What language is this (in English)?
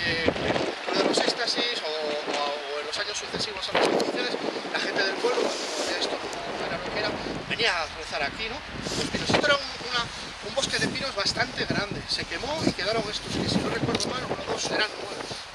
Spanish